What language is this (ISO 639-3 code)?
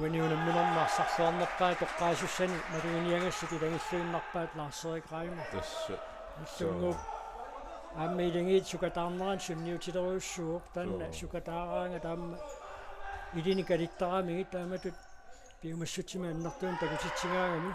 kal